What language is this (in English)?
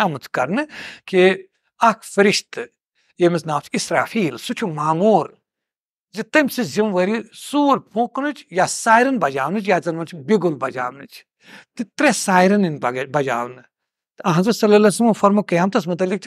Kashmiri